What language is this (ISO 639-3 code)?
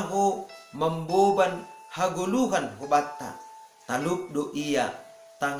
bts